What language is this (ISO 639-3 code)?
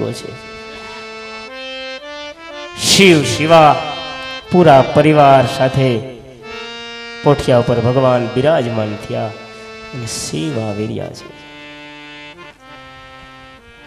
guj